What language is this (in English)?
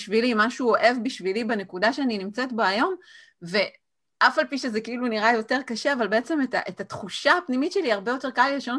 Hebrew